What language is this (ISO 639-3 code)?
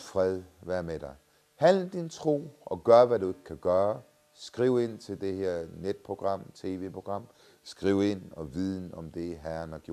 dan